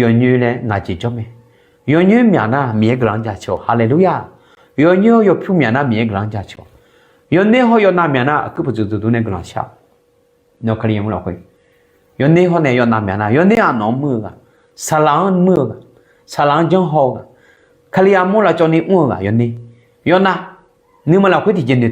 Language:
Akha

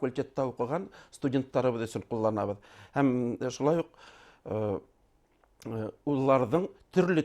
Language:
Bashkir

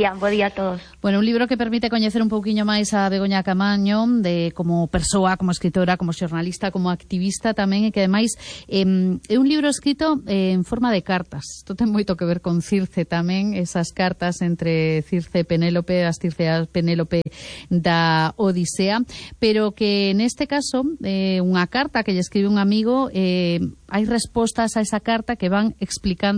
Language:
Galician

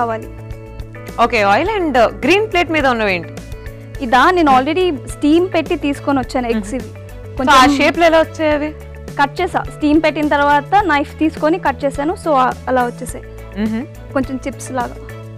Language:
Telugu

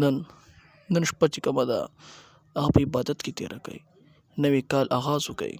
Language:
Pashto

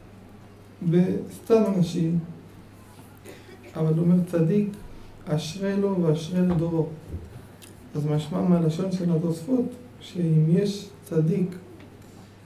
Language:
Hebrew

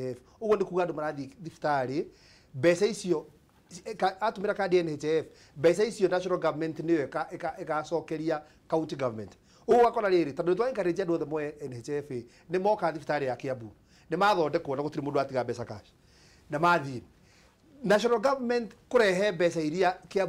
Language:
Kikuyu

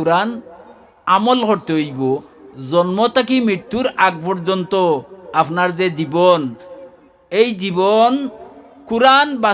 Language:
Sylheti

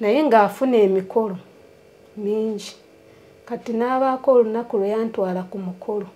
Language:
Ganda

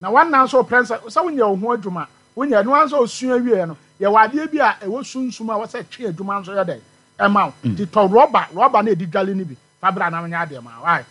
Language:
Akan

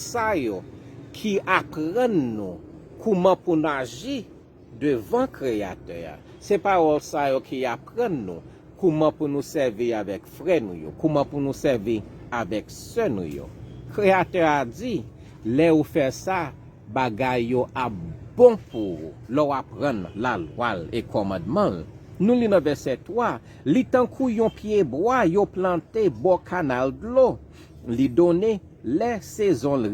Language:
Haitian Creole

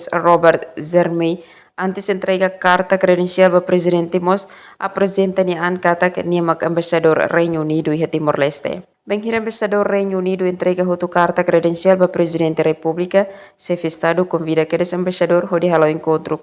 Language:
Tetum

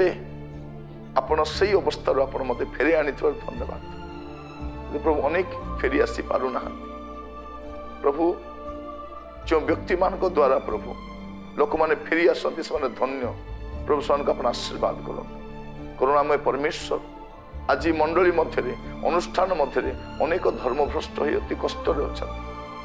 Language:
Odia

